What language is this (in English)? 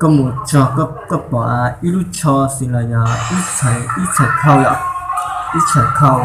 Hmong